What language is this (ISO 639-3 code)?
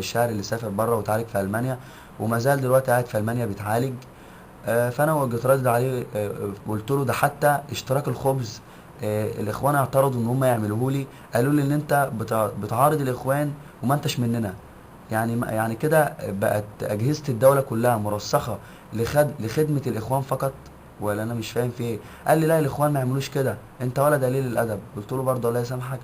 arz